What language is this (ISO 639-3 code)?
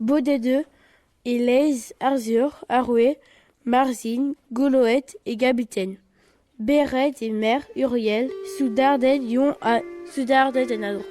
bre